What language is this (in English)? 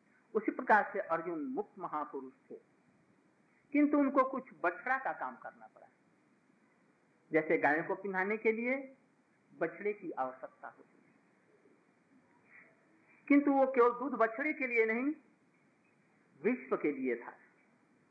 Hindi